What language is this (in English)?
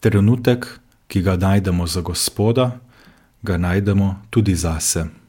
Slovenian